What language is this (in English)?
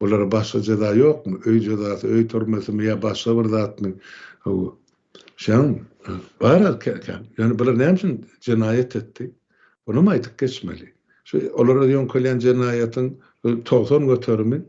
Turkmen